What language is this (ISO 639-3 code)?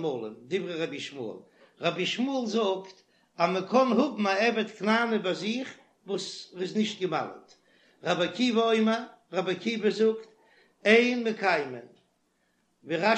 yid